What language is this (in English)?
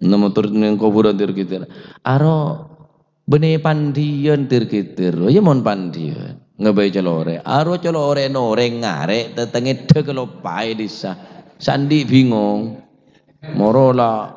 Madurese